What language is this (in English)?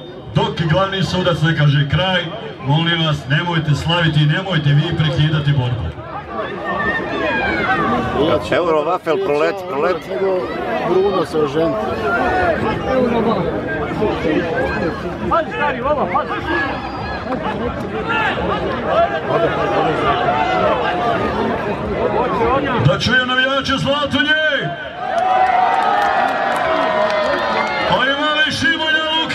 Croatian